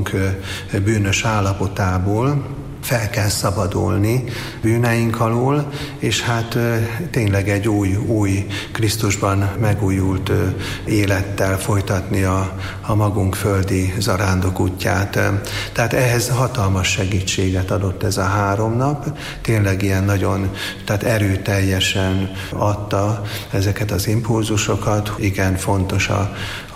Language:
Hungarian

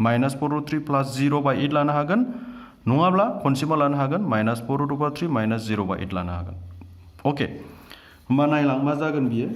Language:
Bodo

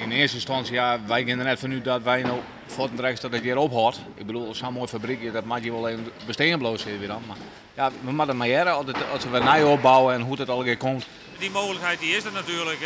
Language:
Western Frisian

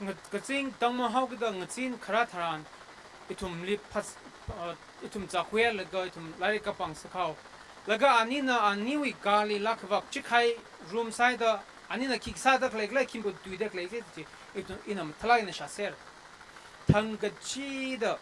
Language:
Tangkhul Naga (India)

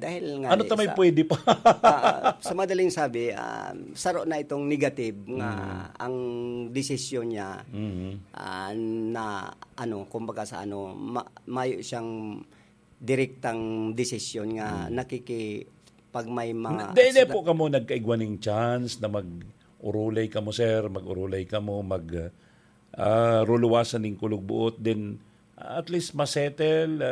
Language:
Bikol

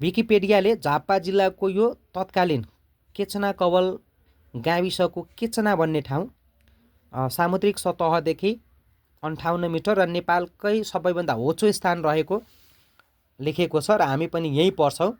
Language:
Nepali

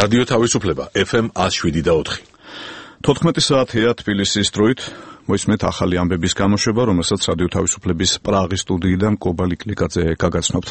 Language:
Georgian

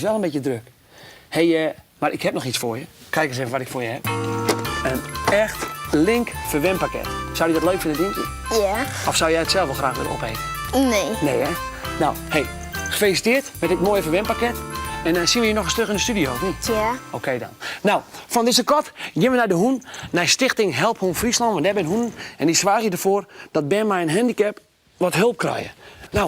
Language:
Western Frisian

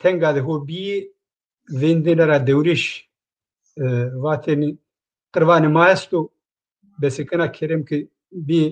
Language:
Zaza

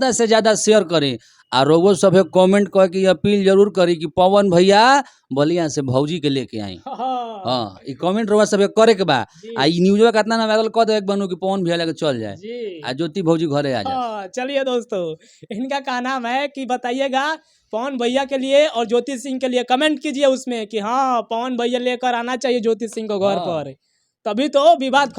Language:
Bhojpuri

